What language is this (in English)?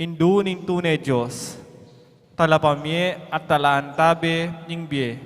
Pampanga